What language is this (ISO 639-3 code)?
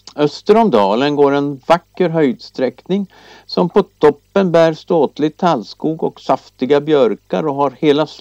swe